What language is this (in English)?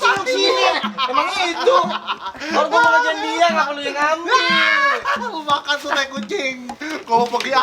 Betawi